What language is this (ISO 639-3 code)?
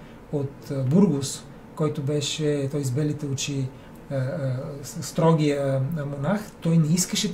bul